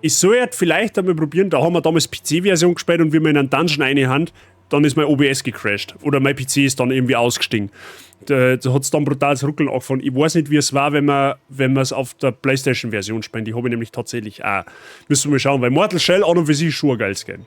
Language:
Bavarian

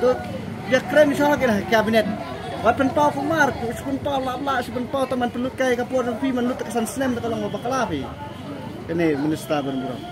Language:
Khasi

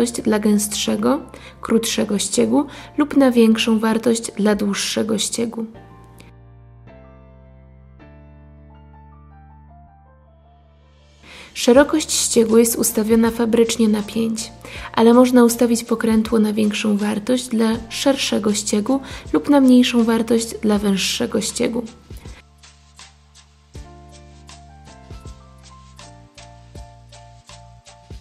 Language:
Polish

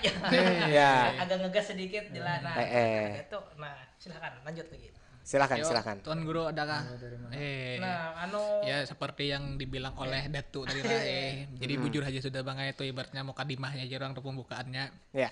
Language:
Banjar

